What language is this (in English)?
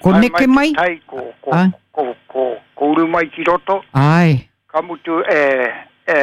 Māori